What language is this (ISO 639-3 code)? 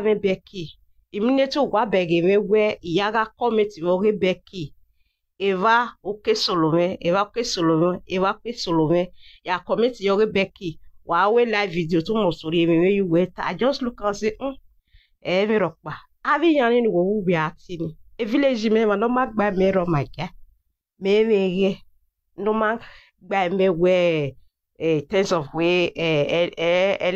pcm